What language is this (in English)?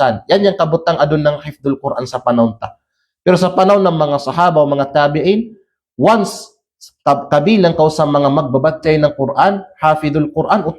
Kalagan